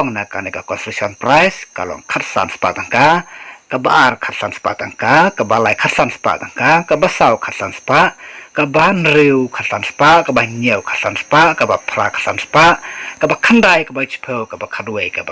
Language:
Khasi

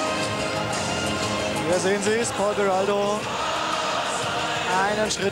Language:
German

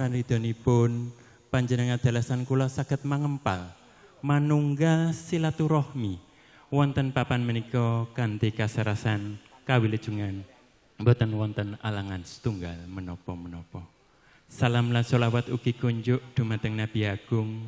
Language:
Javanese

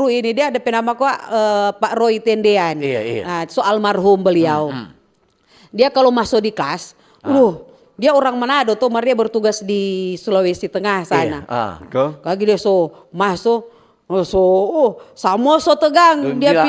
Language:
Manado Malay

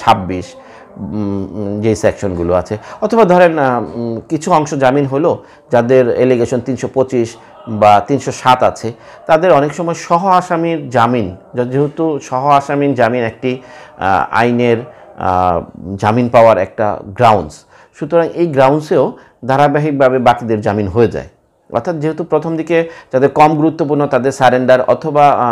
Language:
Bangla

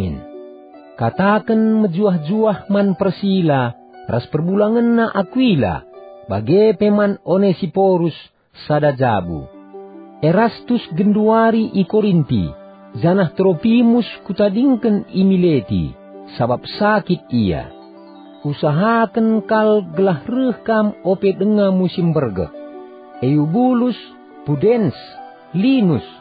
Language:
Batak Karo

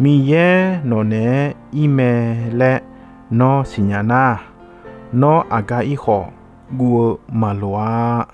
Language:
Akha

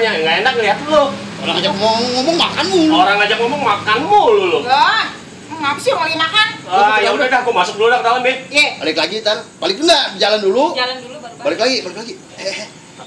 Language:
Betawi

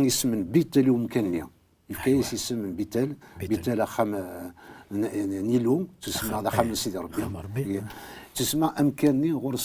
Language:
Kabyle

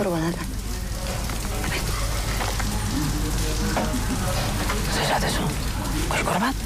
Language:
Basque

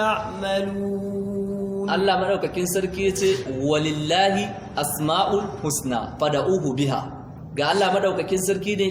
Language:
Hausa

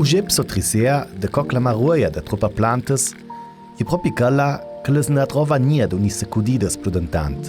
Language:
Ladin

